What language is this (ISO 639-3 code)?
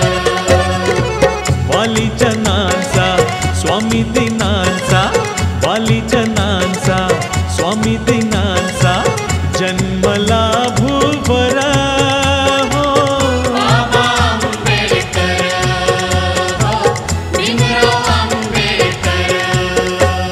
mar